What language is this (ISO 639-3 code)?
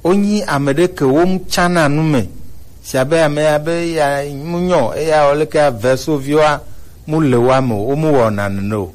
gej